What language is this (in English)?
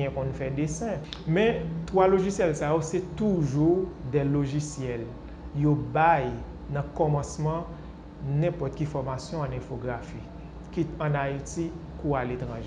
Haitian Creole